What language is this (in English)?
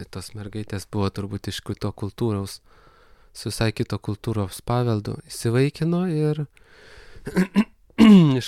Lithuanian